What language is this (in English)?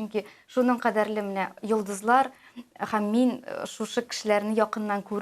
Tatar